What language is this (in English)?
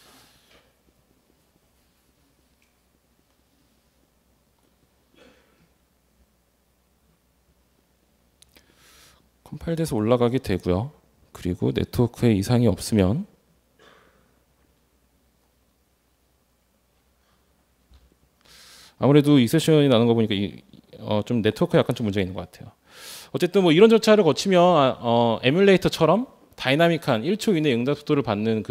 Korean